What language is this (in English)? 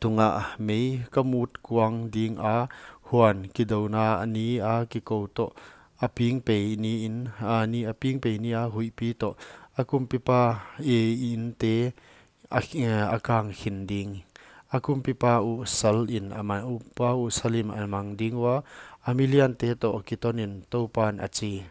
Paite Chin